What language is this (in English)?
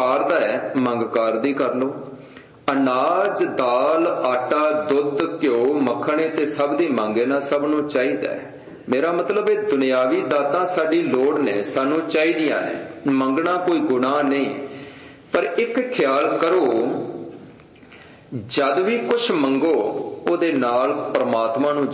Punjabi